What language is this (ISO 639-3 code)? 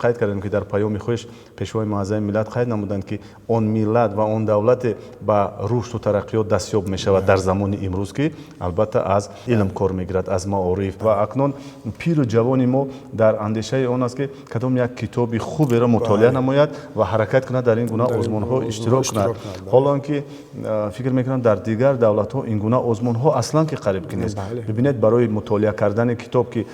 tgk